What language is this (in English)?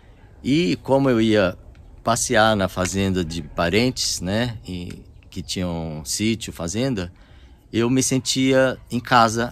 Portuguese